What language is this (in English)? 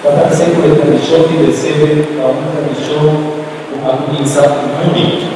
Papiamento